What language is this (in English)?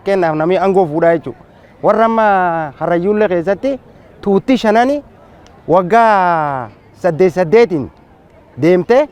Oromo